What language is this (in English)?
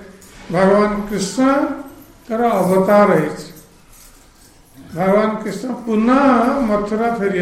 Odia